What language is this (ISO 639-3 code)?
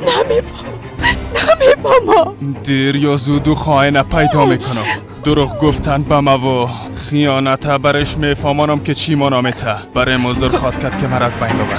fas